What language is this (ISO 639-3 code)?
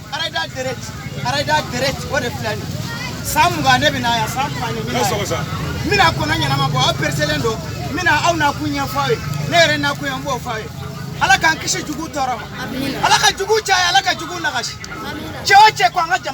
bam